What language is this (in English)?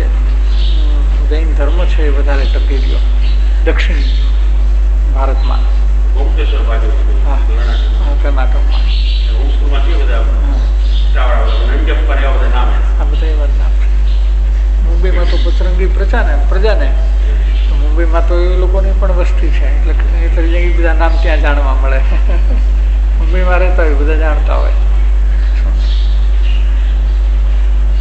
Gujarati